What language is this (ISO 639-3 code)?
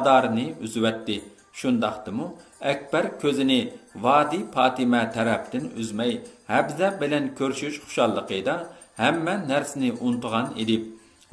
uig